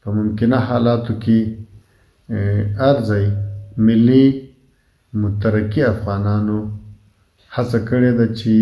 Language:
Pashto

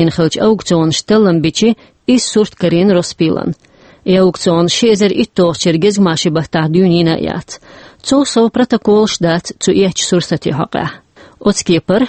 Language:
Chechen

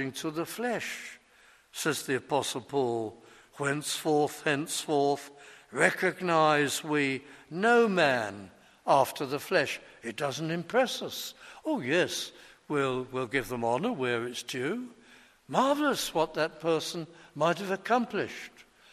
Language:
English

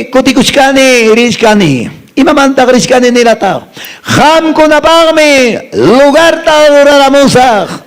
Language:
Quechua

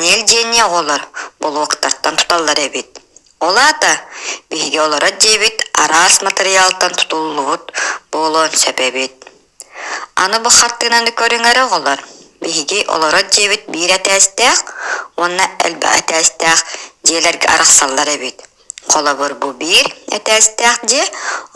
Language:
Yakut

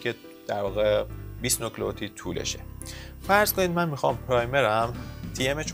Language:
Persian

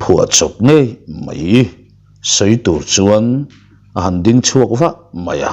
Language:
Mizo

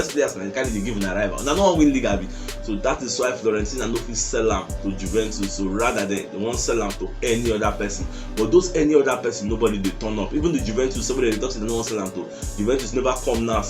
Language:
Nigerian Pidgin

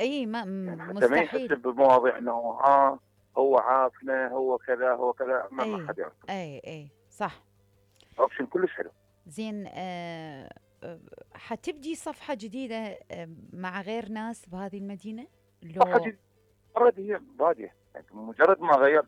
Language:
Mesopotamian Arabic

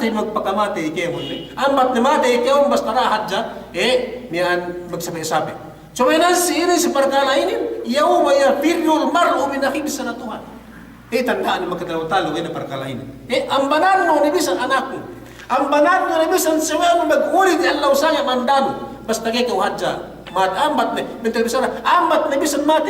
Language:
Yakan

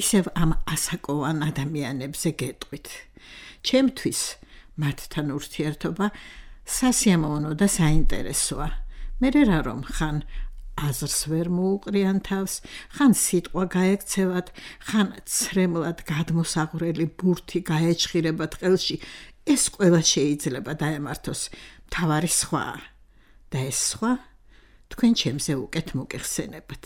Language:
Georgian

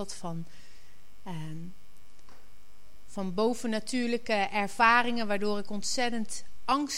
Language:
Dutch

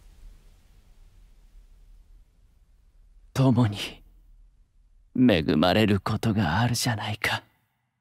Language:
Japanese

